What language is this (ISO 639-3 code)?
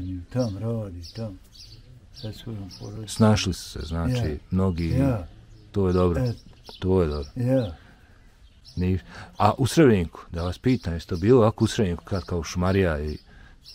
bos